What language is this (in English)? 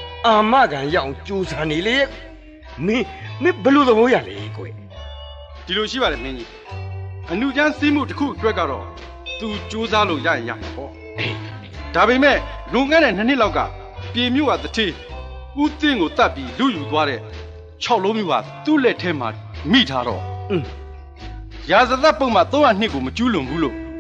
Burmese